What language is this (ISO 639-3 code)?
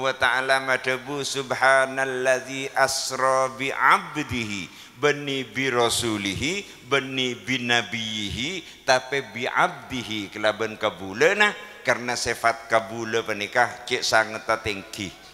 mad